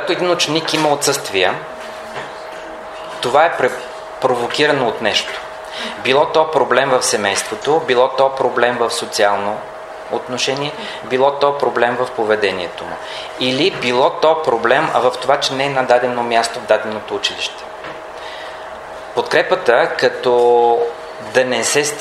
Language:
Bulgarian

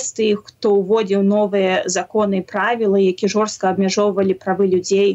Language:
Belarusian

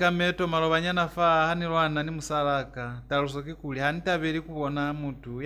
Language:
Lozi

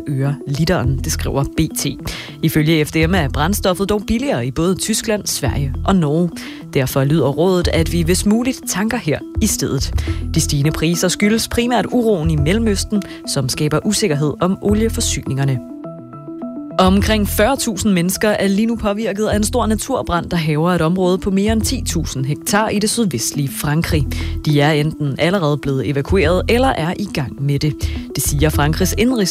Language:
Danish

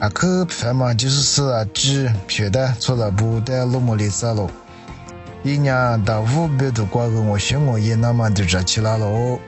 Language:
Lisu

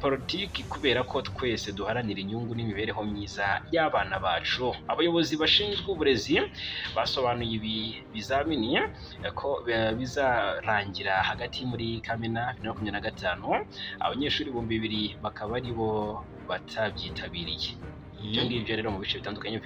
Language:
Kinyarwanda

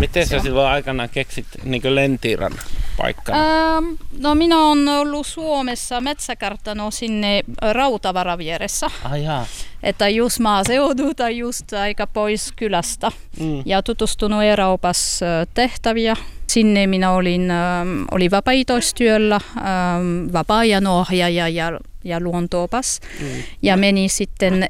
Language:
Finnish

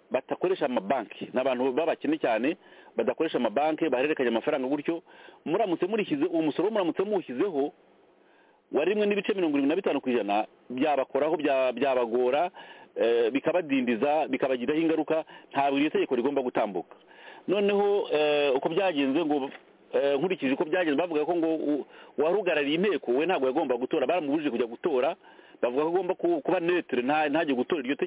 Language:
Kinyarwanda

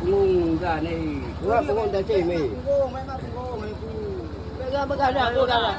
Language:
Achinese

